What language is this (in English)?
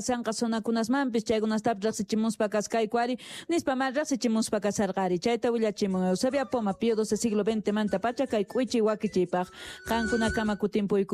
South Bolivian Quechua